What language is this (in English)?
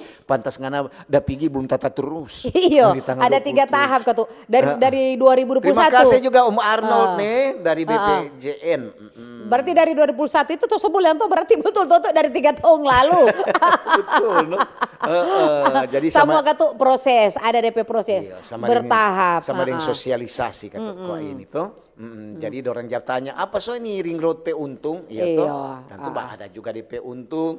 Manado Malay